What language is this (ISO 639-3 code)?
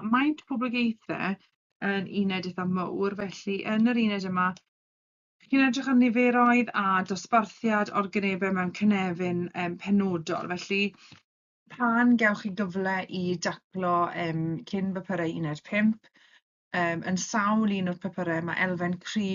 cym